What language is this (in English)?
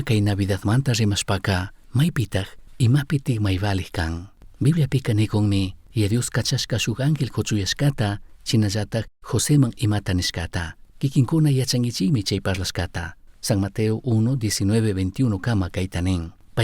Chimborazo Highland Quichua